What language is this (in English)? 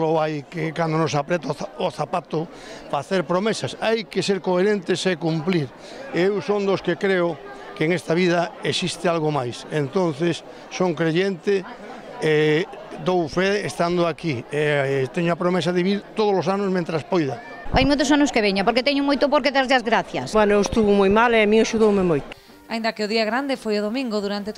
Galician